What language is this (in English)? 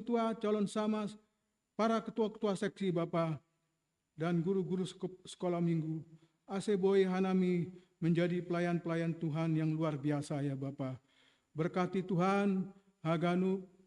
Batak Simalungun